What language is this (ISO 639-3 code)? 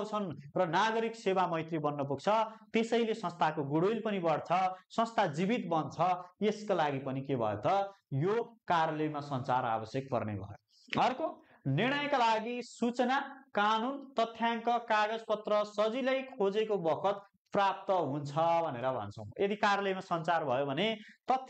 nep